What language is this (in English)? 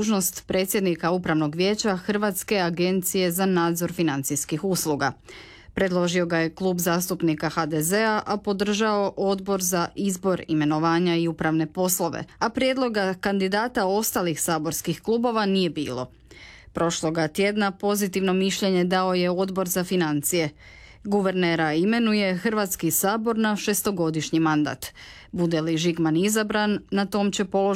Croatian